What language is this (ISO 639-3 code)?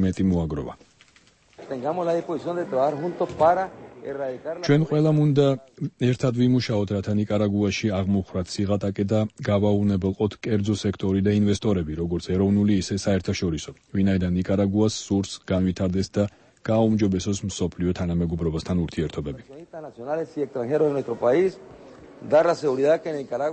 kat